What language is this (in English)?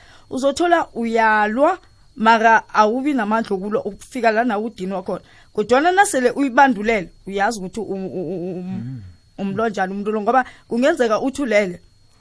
South Ndebele